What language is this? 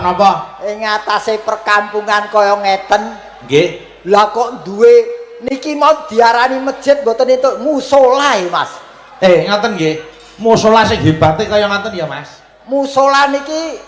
Javanese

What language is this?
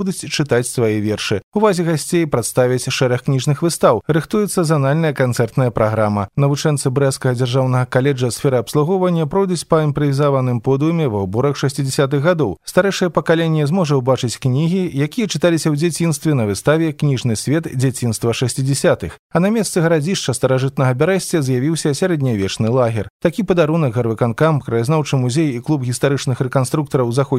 Belarusian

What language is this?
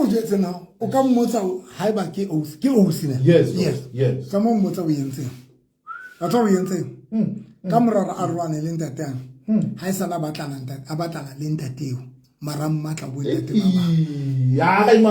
Southern Sotho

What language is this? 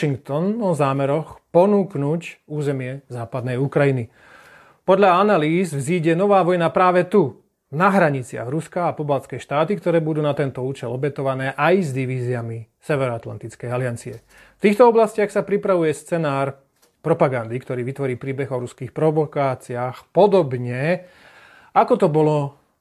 Slovak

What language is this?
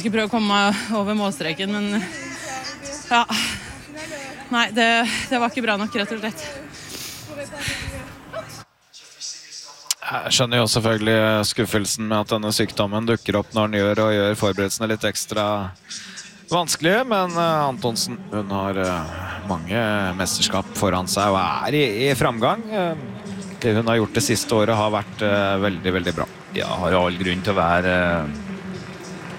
Norwegian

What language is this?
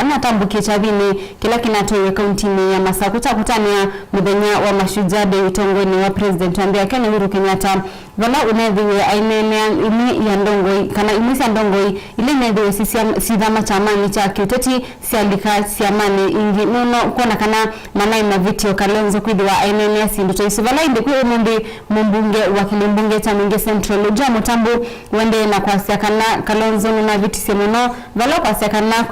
Kamba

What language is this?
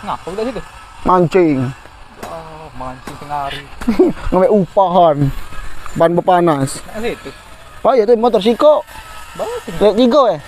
Musi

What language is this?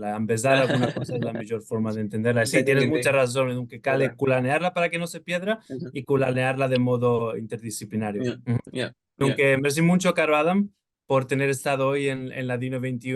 Ladino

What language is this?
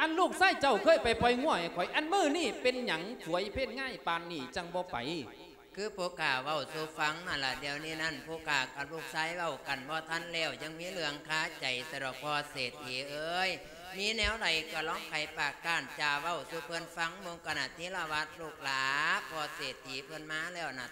Lao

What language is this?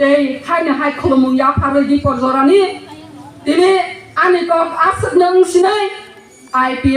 Kok Borok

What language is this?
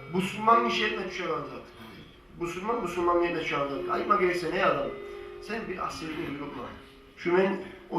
Kumyk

